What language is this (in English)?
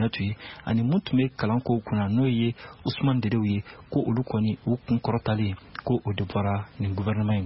Bambara